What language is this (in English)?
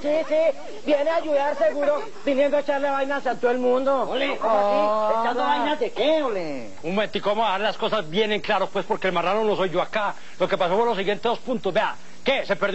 Spanish